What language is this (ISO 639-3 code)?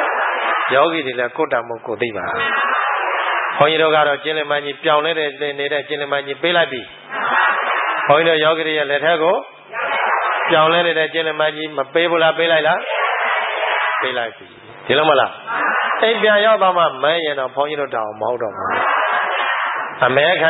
mya